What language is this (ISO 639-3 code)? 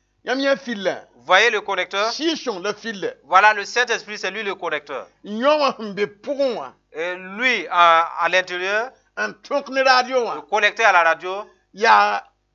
mos